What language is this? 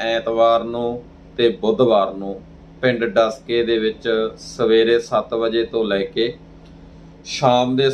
Punjabi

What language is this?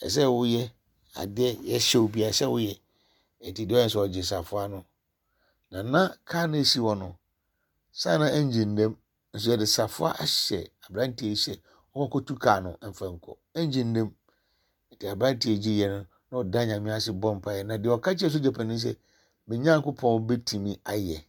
Akan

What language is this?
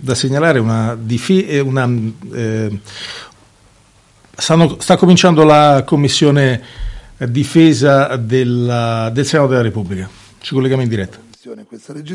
Italian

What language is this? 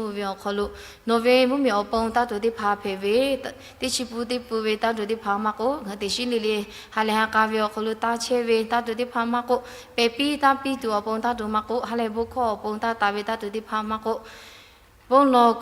Lahu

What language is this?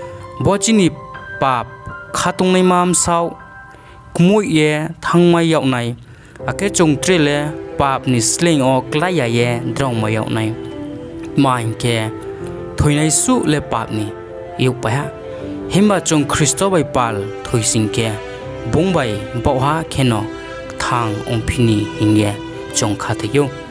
Riang (India)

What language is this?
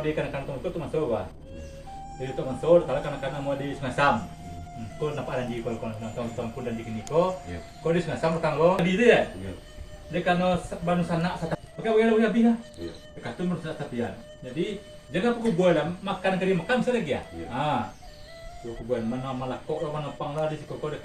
Minangkabau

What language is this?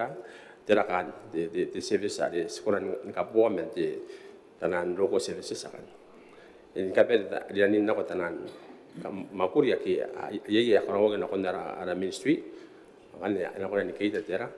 Gilbertese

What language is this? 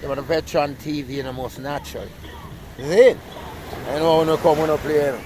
Jamaican Creole English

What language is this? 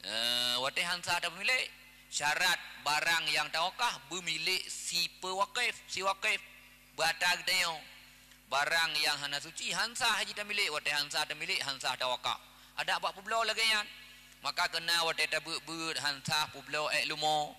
Achinese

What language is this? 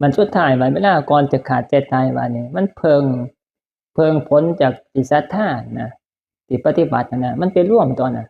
Northeastern Thai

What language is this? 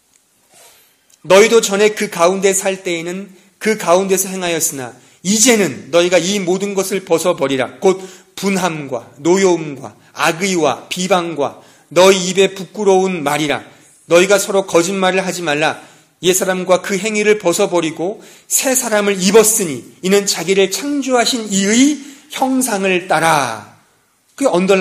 Korean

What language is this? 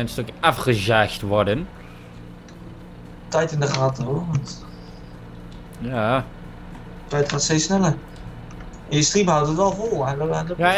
Dutch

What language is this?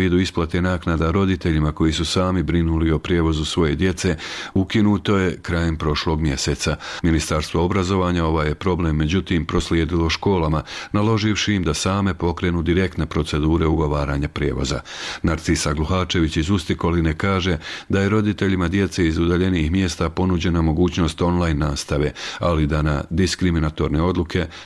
Bosnian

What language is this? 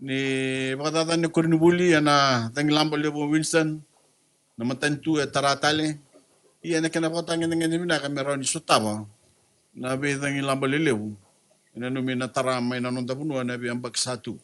Fijian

